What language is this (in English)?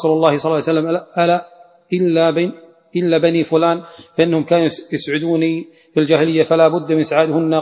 Arabic